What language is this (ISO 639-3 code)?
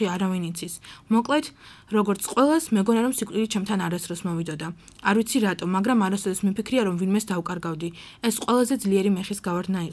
kat